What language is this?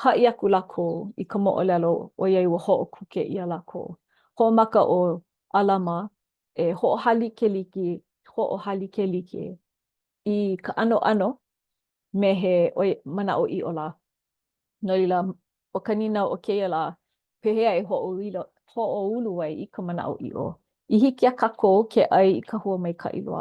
Hawaiian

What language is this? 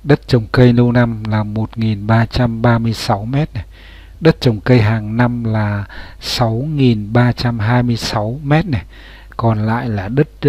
Vietnamese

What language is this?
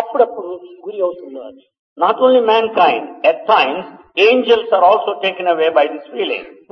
Telugu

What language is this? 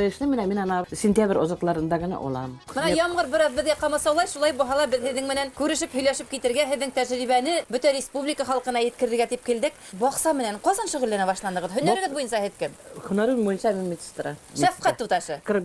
Bashkir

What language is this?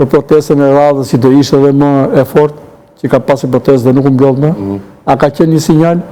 Albanian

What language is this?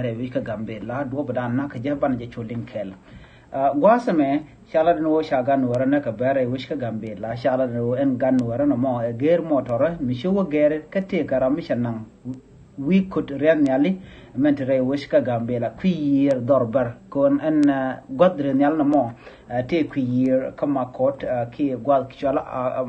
Nuer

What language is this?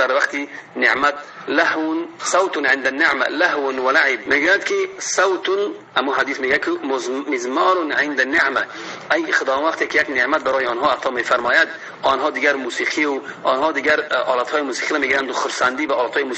Tajik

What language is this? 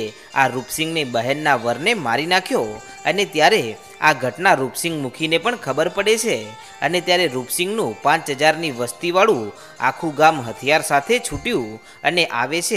Gujarati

